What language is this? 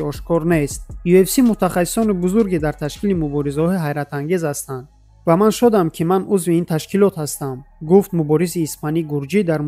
Tajik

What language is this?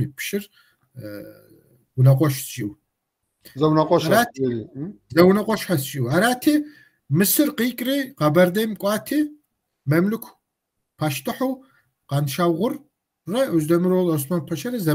Kabardian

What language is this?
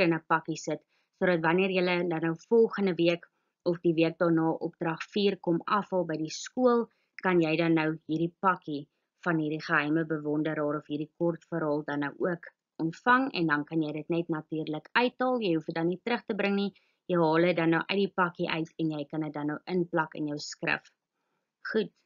Afrikaans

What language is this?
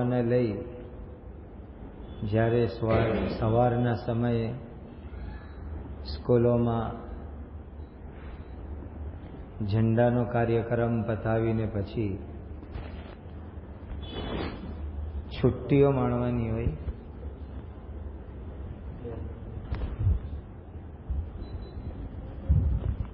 Gujarati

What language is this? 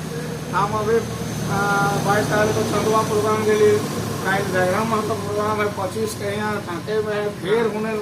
Sadri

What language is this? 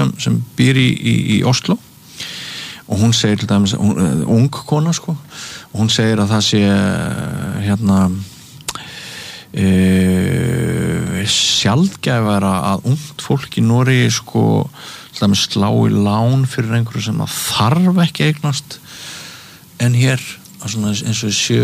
Icelandic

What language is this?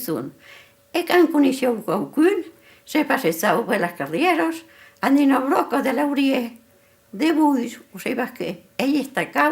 Occitan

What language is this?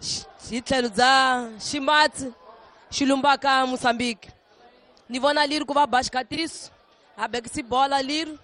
Tsonga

